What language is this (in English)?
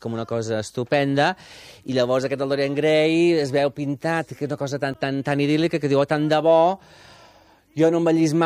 Catalan